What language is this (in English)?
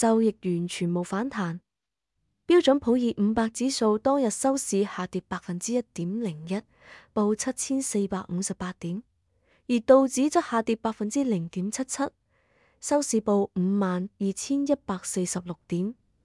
Cantonese